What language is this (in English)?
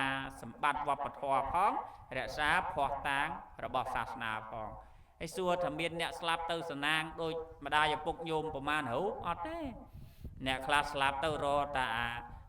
Khmer